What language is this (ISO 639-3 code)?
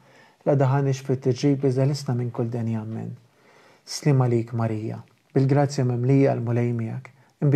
mlt